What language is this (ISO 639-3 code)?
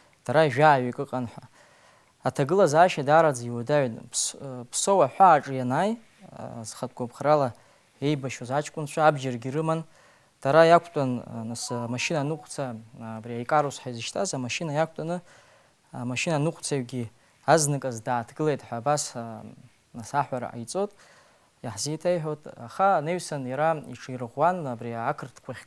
abk